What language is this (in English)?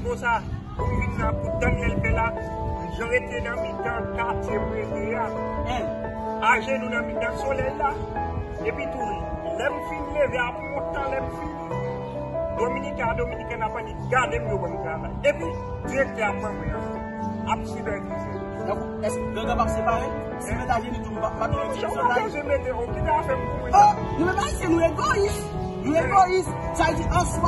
Haitian Creole